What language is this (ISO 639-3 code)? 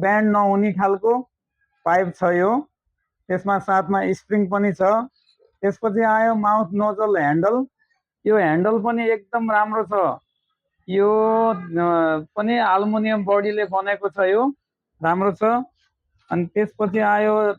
nep